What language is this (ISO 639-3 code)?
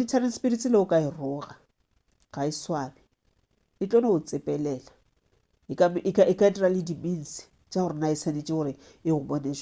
nso